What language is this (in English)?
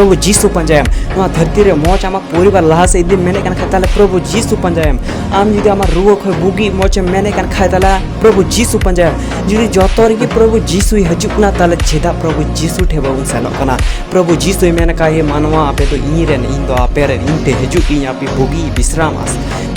Santali